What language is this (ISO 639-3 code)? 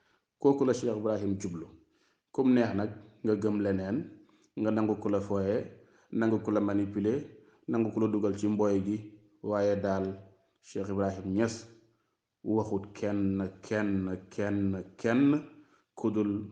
wol